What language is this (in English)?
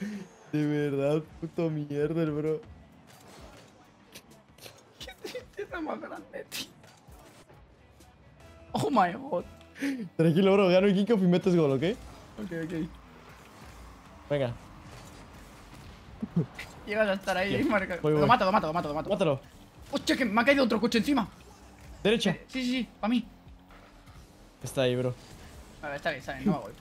Spanish